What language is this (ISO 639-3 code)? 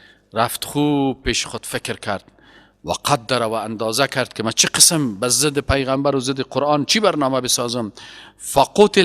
fas